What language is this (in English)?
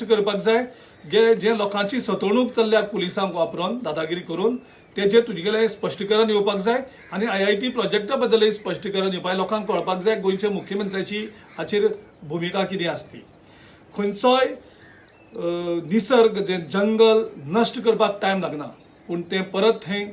Konkani